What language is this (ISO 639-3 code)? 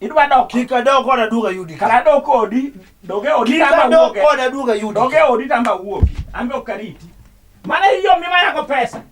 luo